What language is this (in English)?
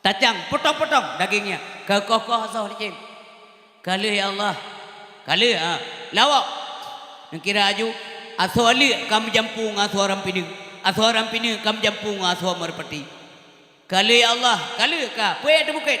Achinese